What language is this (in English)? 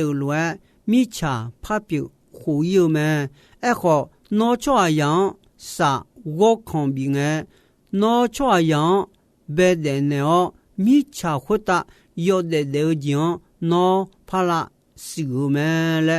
Akha